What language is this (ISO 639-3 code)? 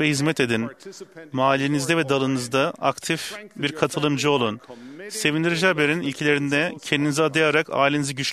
tur